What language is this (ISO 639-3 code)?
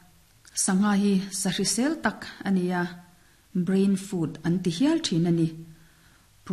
lus